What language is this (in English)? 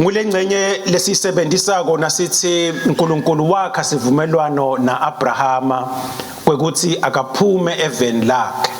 Swati